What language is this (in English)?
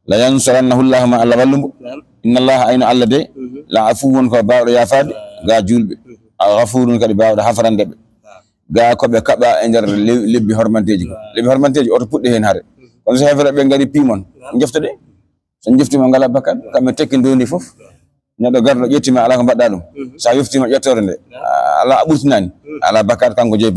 Fula